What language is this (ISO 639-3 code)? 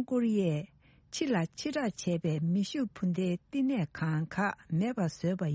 bod